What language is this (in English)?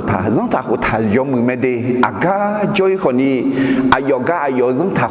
Akha